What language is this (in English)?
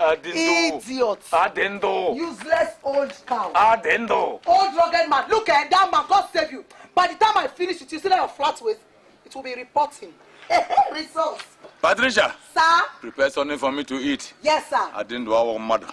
Nigerian Pidgin